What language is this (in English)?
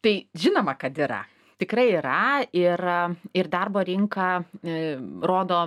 Lithuanian